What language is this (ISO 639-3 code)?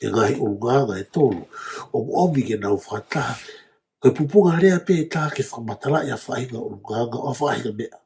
ton